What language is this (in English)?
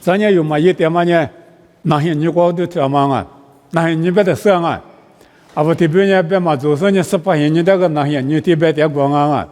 Lisu